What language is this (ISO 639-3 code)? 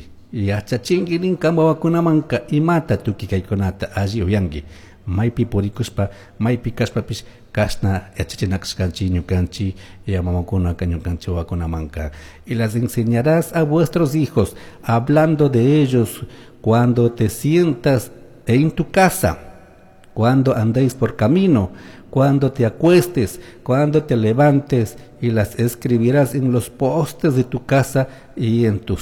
qug